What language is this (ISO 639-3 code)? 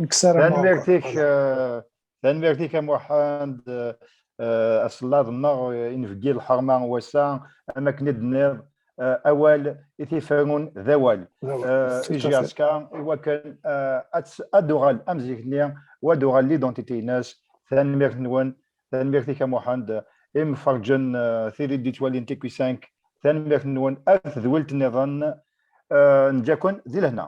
kab